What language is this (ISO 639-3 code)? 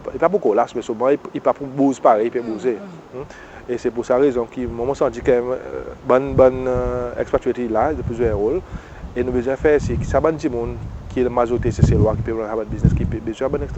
crs